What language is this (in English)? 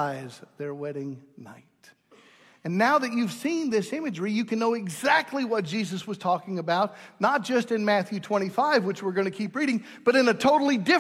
English